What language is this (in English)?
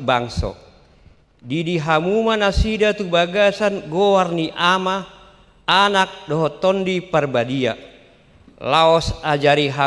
Batak Toba